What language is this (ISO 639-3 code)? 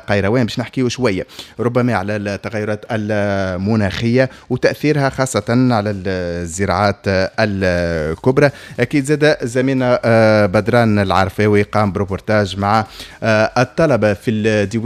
aeb